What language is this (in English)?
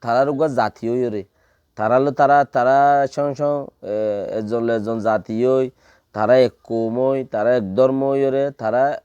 Rohingya